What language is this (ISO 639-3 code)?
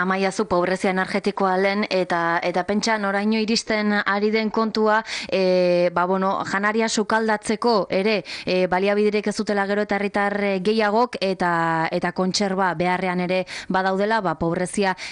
eus